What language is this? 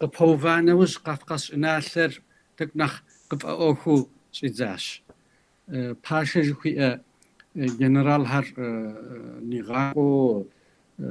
Kabardian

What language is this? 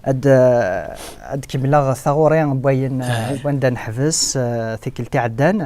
Kabyle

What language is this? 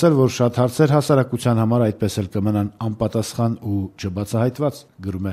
Armenian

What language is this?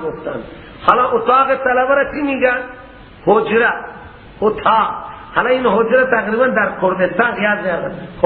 Persian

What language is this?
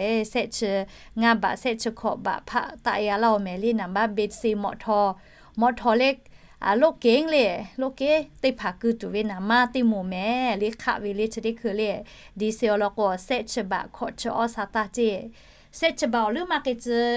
Lahu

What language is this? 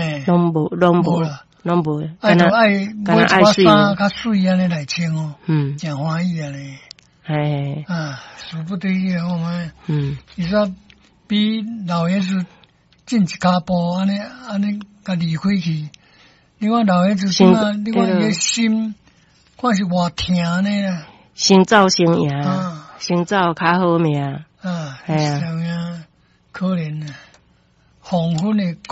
Min Nan Chinese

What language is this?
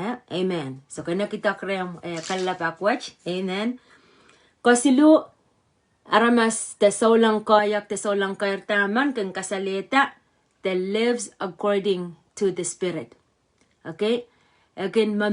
Pohnpeian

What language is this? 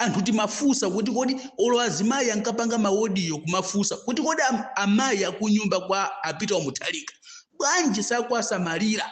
Nyanja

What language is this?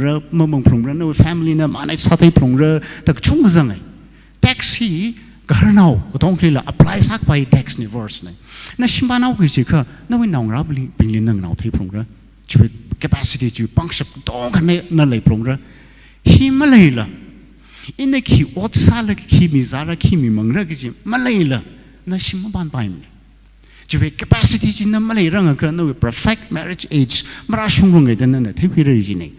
Tangkhul Naga (India)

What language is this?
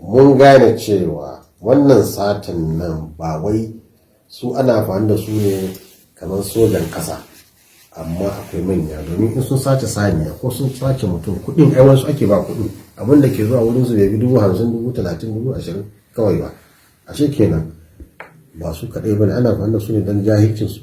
Hausa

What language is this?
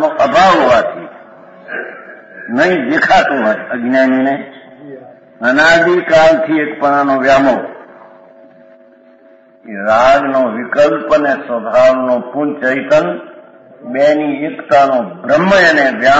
Gujarati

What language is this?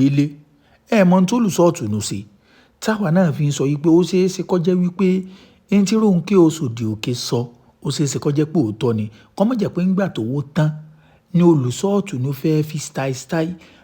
Yoruba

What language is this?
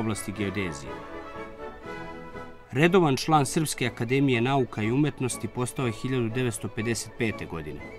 Serbian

